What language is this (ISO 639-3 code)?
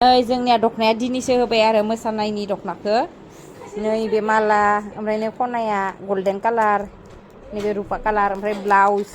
brx